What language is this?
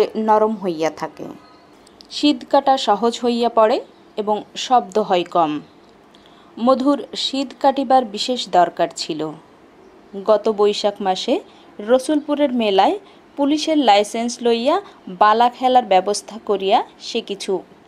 Bangla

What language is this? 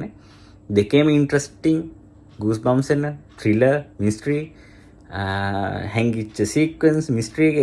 Sinhala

